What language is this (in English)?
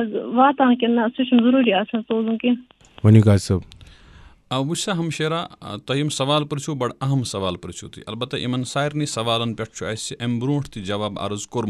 Kashmiri